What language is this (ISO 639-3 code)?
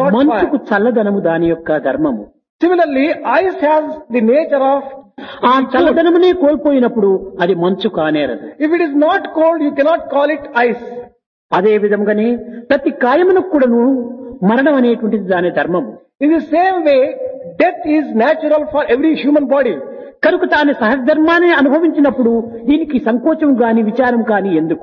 tel